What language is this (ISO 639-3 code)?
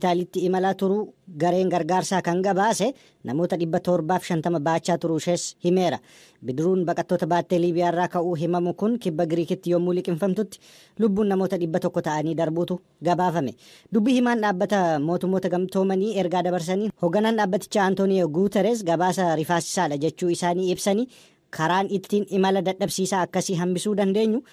orm